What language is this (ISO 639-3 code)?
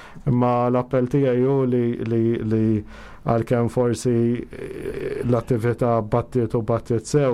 mlt